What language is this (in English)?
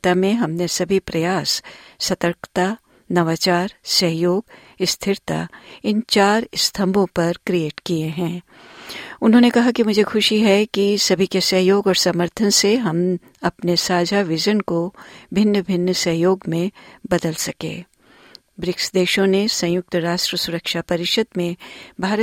Hindi